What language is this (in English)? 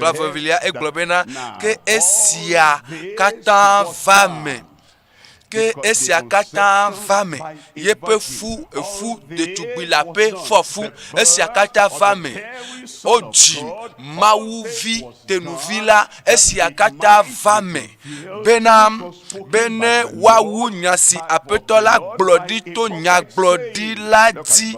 Ewe